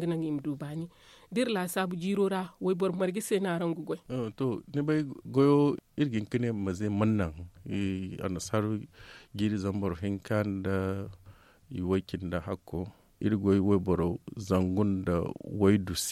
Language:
Zarma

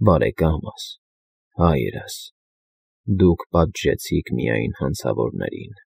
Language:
Armenian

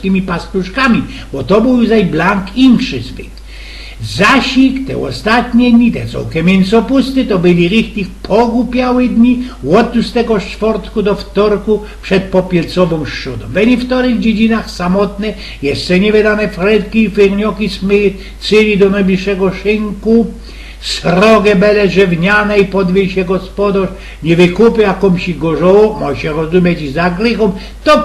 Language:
Silesian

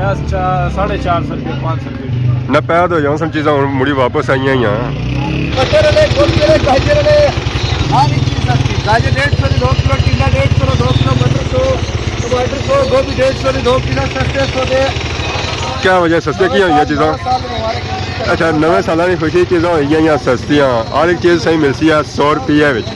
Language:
Pahari-Potwari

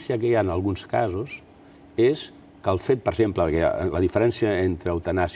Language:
Catalan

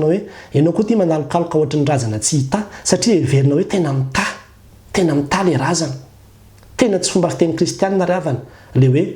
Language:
Malagasy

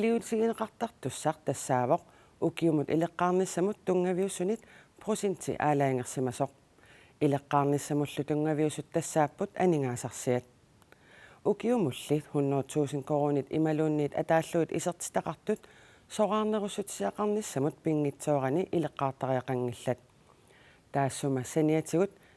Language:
Kalaallisut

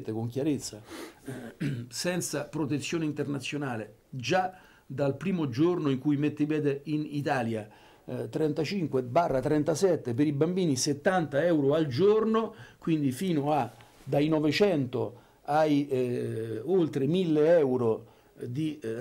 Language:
Italian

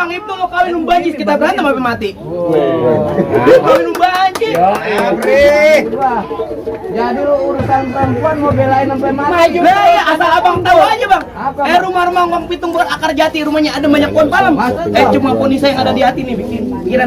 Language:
Betawi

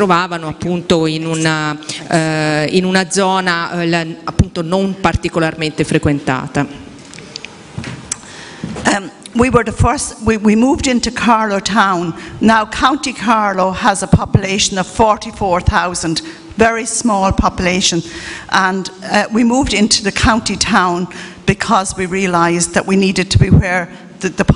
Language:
Italian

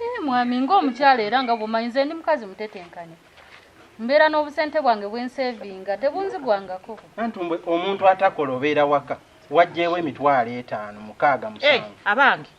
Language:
Ganda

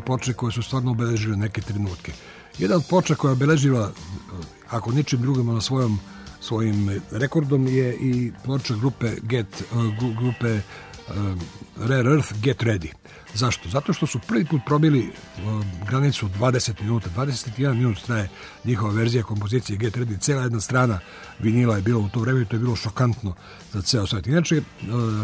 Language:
Serbian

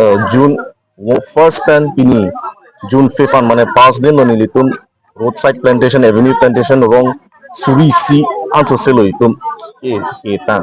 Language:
Karbi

